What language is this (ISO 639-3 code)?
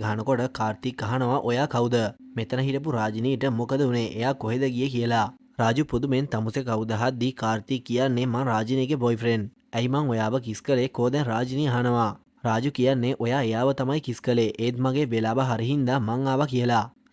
sin